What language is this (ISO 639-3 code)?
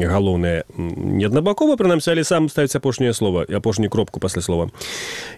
bel